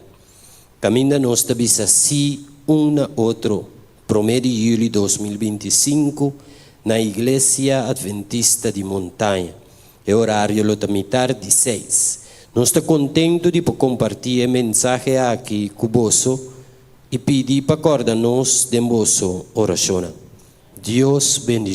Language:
Papiamento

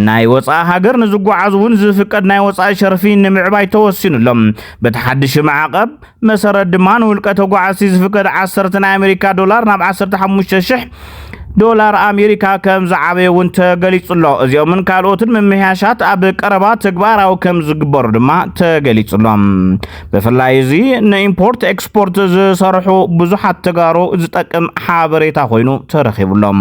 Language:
Tigrinya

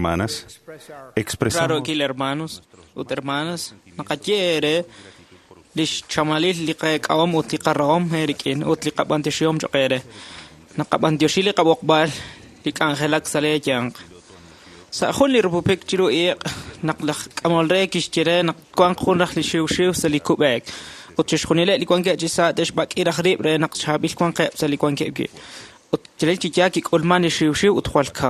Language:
Kekchí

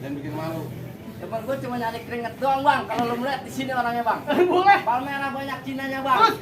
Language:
Betawi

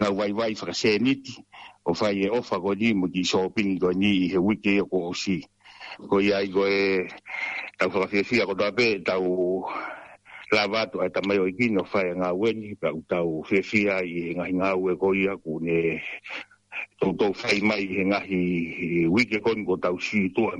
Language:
Tongan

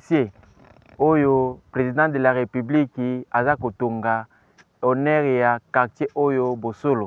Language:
Lingala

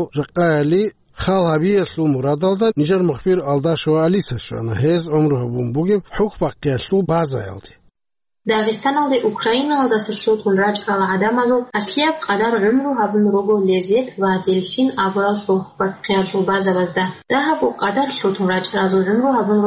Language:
Avaric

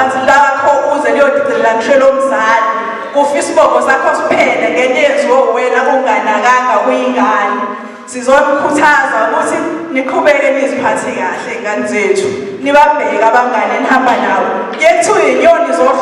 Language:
Zulu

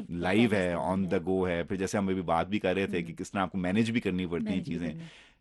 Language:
Urdu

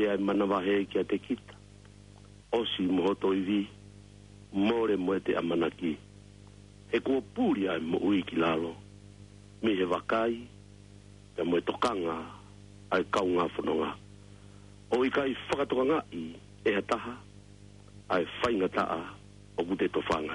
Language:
Tongan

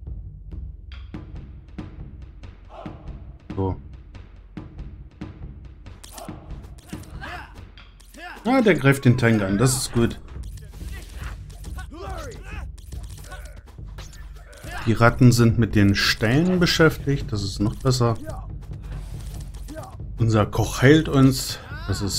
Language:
German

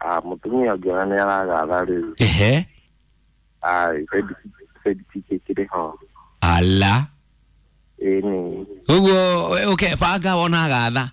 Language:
Kikuyu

